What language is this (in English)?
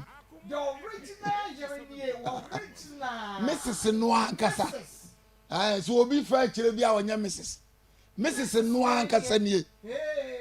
Akan